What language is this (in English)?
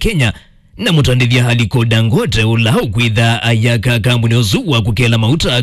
Kamba